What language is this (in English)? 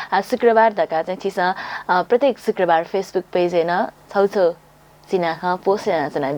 Newari